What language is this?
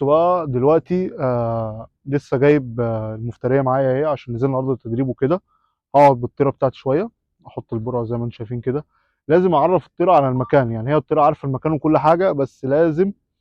Egyptian Arabic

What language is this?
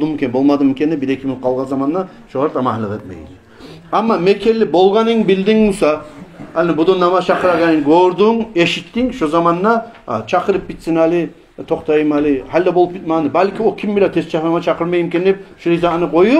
Kumyk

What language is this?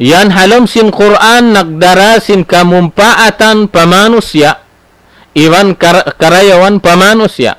Tausug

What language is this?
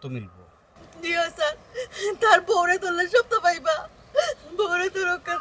Sylheti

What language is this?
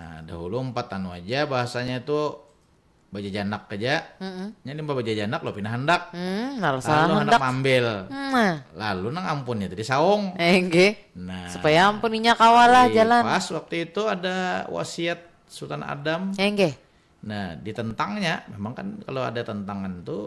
Banjar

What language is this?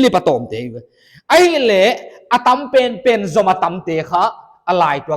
Paite Chin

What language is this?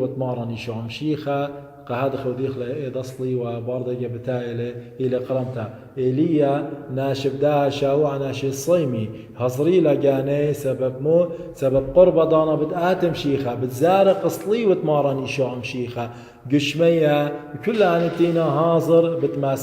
Assyrian Neo-Aramaic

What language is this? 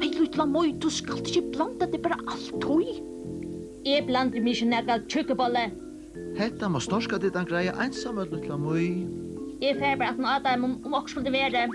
Faroese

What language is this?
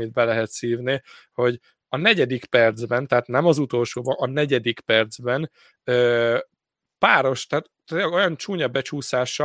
Hungarian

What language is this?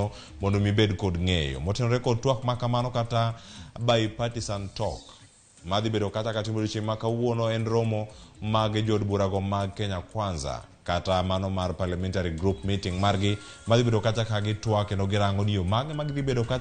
Luo (Kenya and Tanzania)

